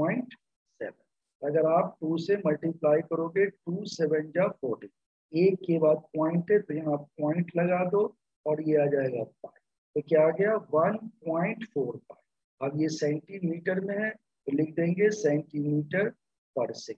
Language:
Hindi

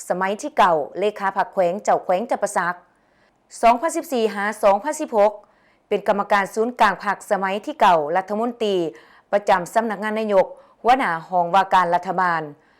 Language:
Lao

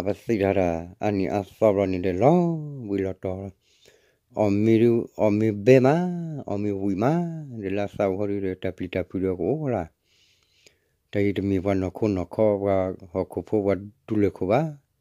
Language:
S'gaw Karen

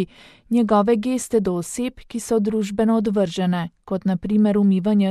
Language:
Slovenian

